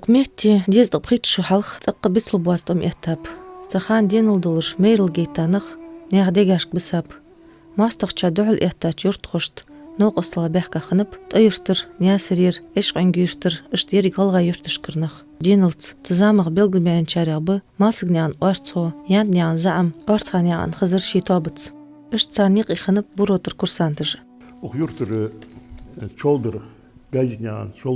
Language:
Ingush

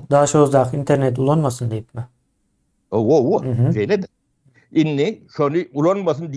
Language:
Turkmen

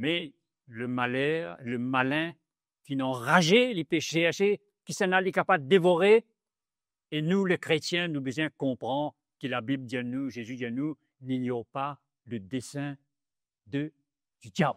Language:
Morisyen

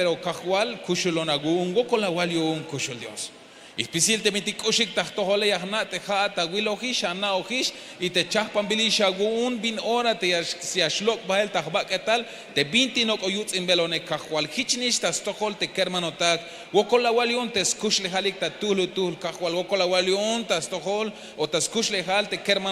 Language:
Tzeltal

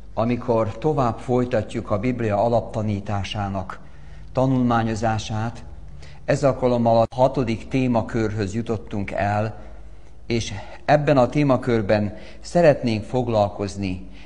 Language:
Hungarian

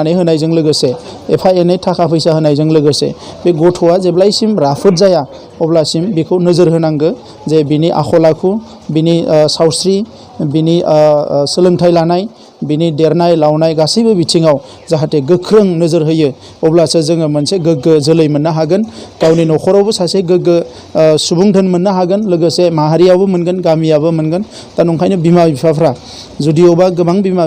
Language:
Bodo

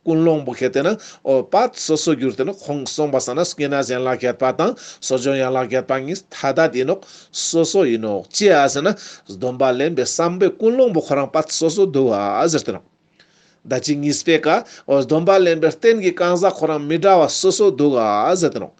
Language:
Ladakhi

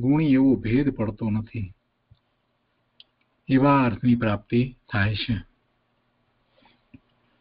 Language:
Gujarati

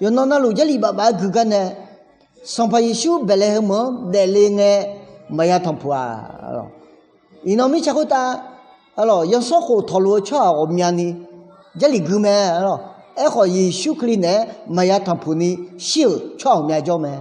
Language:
Akha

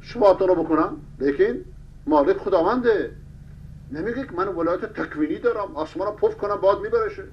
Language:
Persian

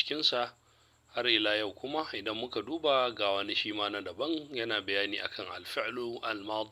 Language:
Hausa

